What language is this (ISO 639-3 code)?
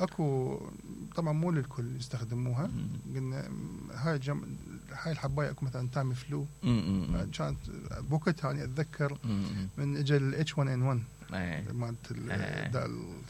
acm